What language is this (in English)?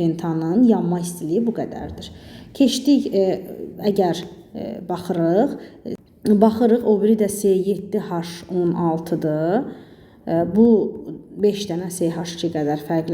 Azerbaijani